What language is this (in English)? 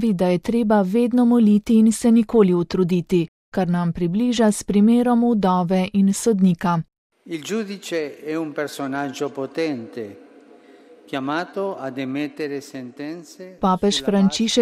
Slovenian